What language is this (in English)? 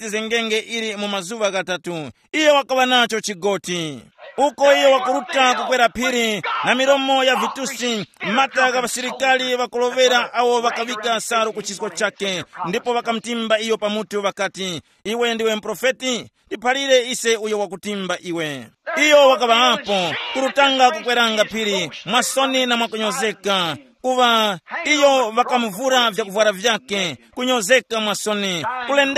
Tumbuka